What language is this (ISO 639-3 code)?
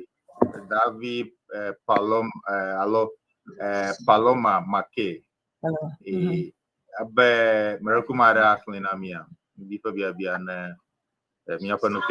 ewe